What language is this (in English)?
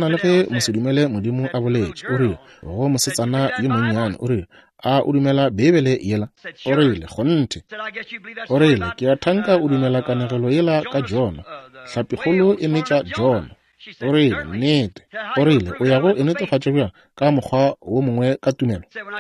Northern Sotho